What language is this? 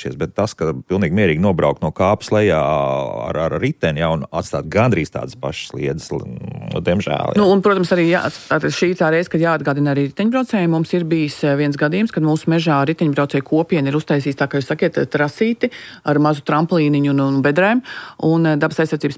Latvian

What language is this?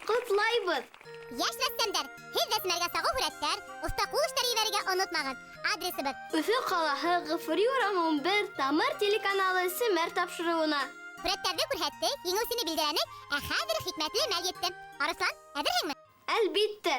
Bashkir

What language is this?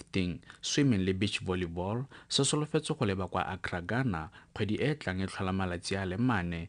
Tswana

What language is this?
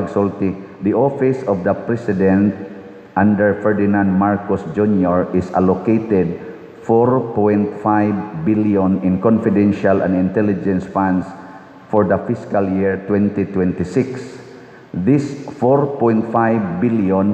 Cebuano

